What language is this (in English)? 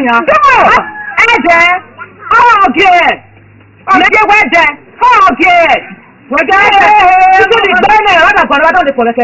Esan